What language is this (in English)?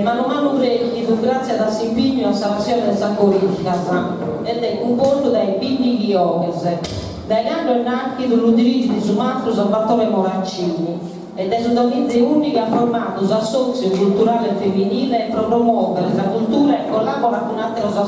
Sardinian